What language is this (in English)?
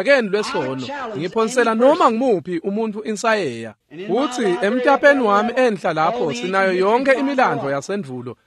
Swati